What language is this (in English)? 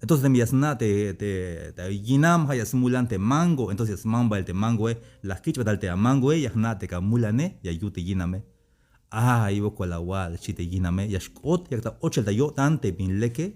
Tzeltal